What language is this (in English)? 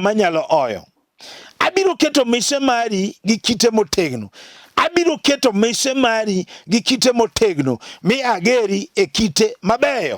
Luo (Kenya and Tanzania)